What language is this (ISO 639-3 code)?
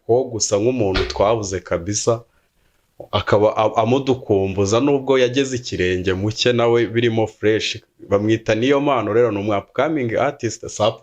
kin